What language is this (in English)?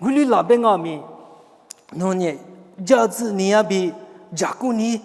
Lisu